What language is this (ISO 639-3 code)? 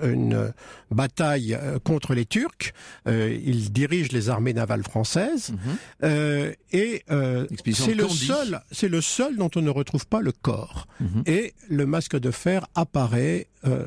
fra